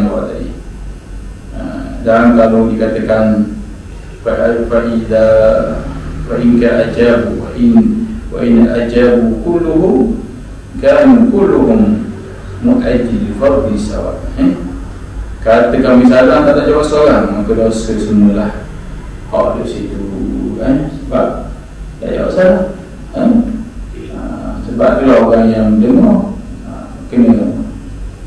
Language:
Malay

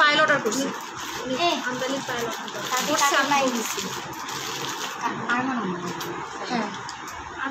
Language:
Bangla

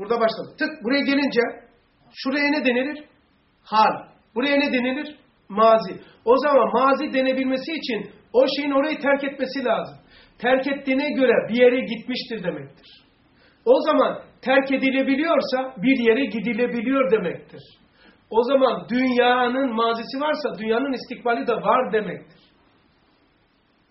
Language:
Turkish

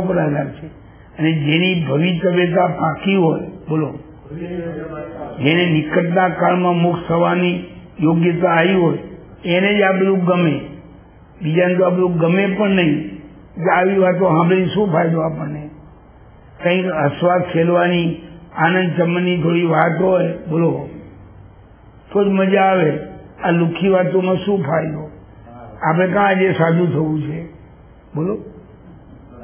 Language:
Gujarati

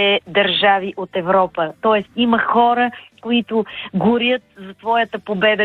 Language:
Bulgarian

